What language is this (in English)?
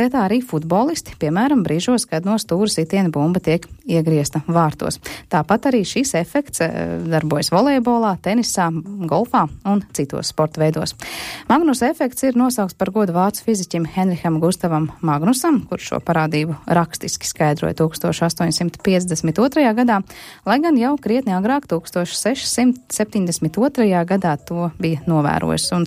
Latvian